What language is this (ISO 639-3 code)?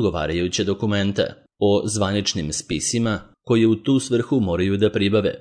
srp